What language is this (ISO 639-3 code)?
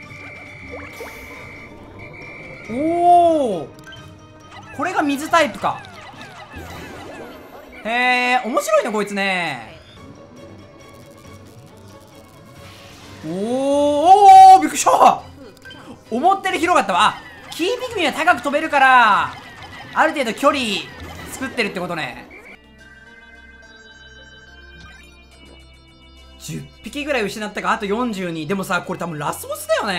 jpn